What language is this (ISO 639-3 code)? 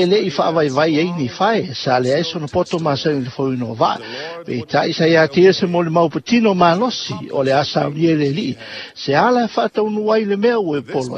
smo